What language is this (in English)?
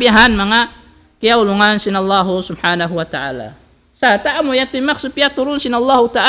Tausug